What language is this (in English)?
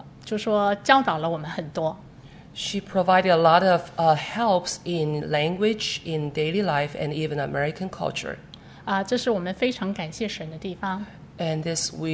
Chinese